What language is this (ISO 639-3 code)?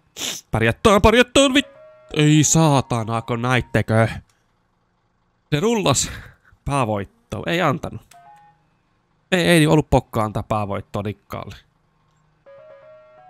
fin